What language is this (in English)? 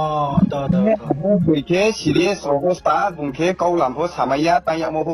Riang (India)